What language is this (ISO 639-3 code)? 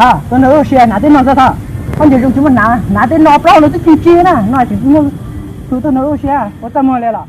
hmn